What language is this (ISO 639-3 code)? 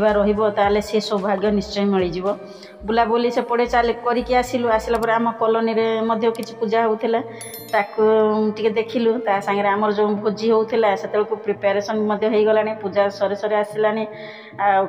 ori